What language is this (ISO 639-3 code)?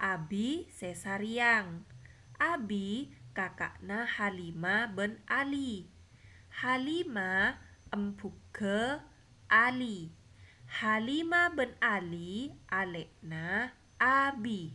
mad